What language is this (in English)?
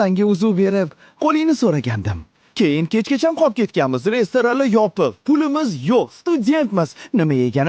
Uzbek